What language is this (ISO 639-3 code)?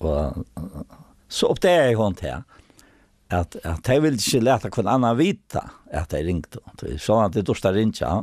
fao